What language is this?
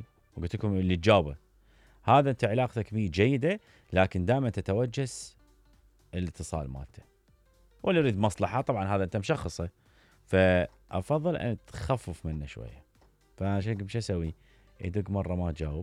Mesopotamian Arabic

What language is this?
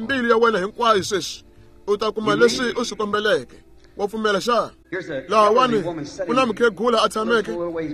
Tsonga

